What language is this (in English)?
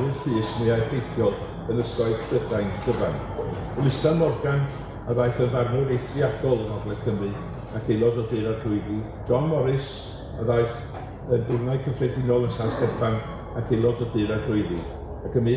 Welsh